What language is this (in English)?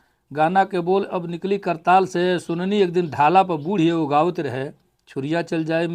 Bhojpuri